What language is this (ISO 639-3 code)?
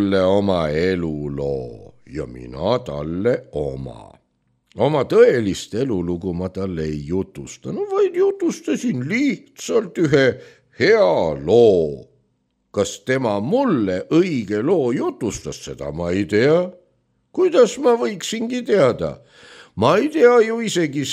est